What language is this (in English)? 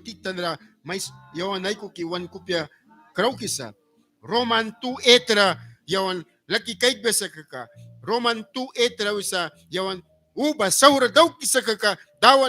Mískito